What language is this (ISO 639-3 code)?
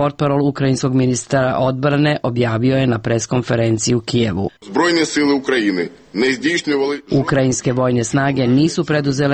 srp